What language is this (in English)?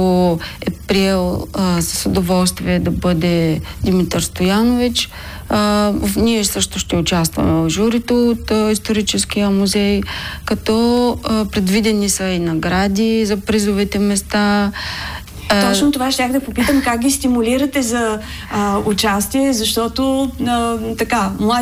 Bulgarian